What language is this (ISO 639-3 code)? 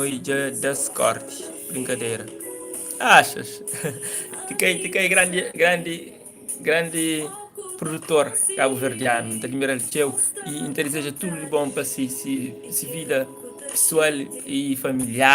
kea